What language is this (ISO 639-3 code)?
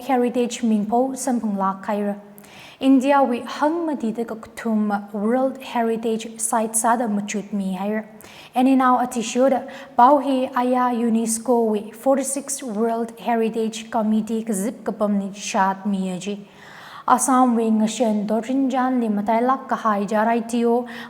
nmf